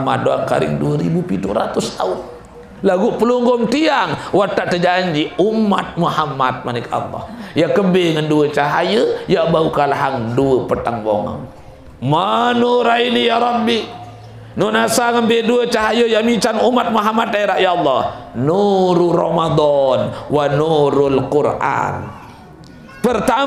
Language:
Sasak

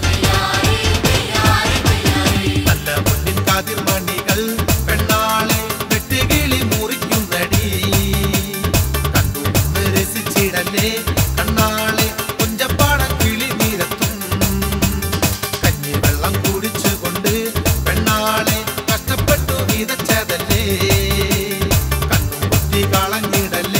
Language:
Malayalam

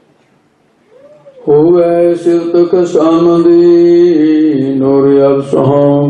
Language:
Punjabi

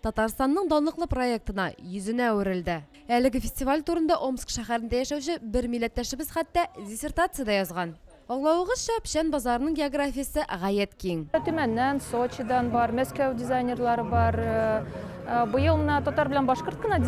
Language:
Tatar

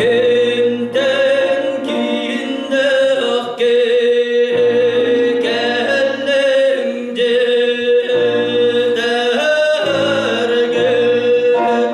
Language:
Yakut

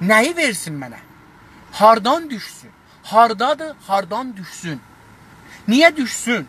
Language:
South Azerbaijani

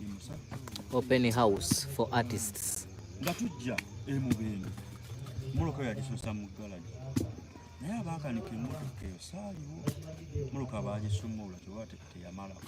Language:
Ganda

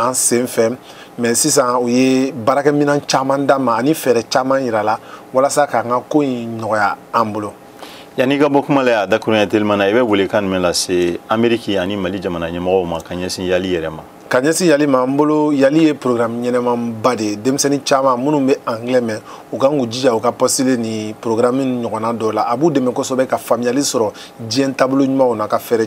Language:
Bambara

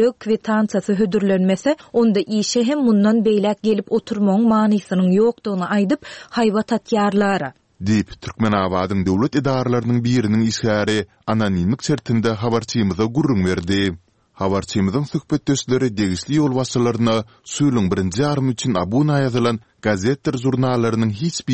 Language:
Turkmen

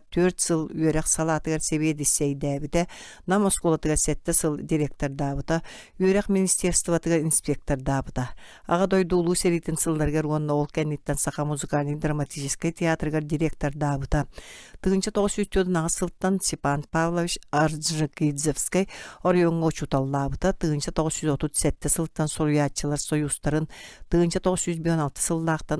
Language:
Yakut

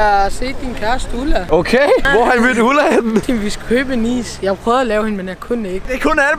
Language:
Danish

